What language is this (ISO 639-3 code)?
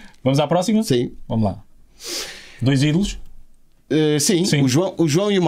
por